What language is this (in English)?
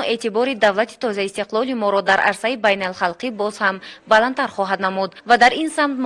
Tajik